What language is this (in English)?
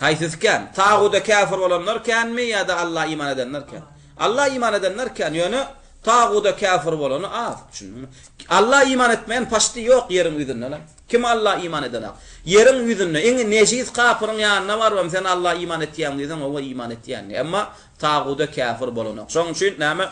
Turkmen